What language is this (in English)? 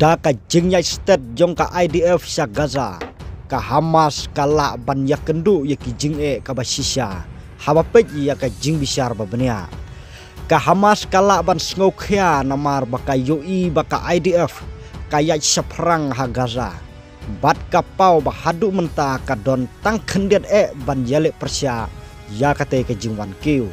Khasi